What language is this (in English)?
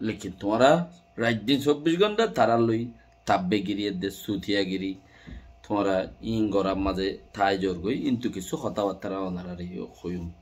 Rohingya